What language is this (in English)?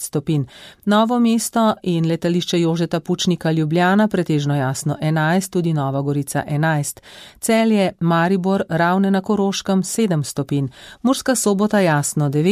Slovenian